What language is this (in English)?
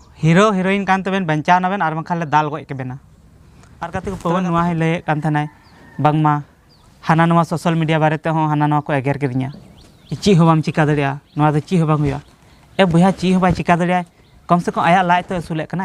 Santali